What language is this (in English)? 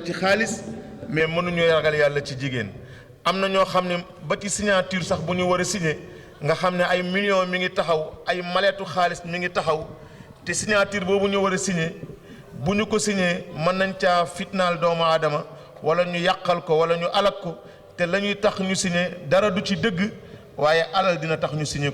Wolof